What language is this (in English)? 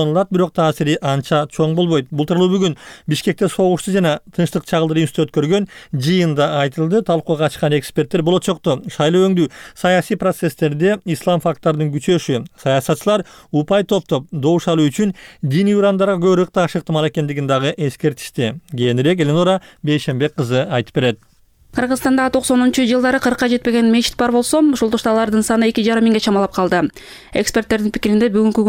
Kyrgyz